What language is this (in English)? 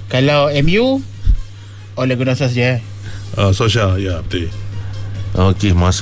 Malay